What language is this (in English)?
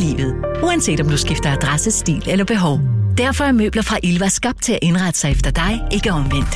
Danish